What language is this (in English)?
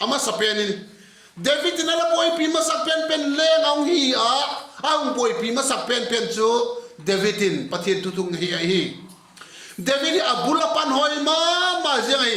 Vaiphei